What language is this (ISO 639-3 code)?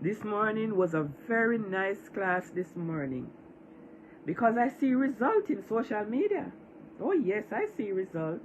jam